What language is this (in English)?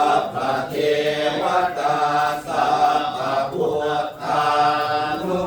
Pali